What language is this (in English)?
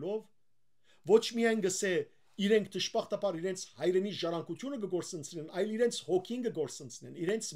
Western Armenian